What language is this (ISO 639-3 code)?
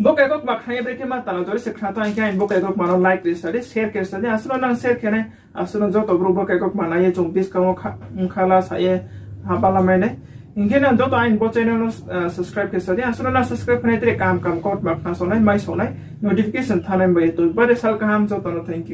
ria